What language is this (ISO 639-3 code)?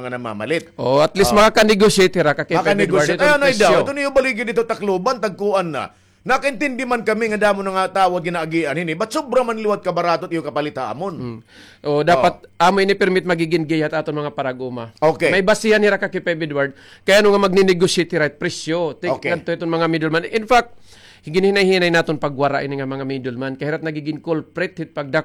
war